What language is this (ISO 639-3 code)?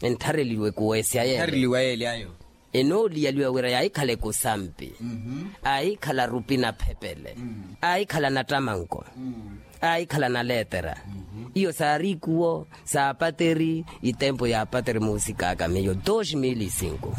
vmw